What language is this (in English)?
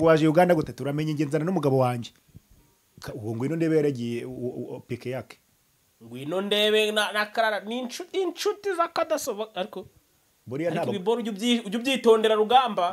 Kinyarwanda